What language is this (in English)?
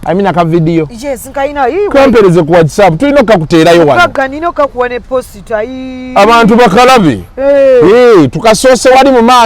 Ganda